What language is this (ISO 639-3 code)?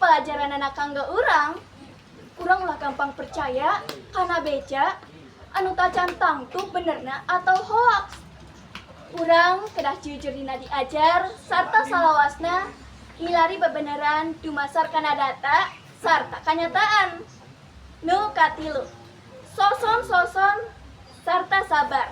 sun